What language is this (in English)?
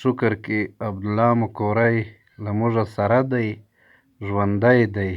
Pashto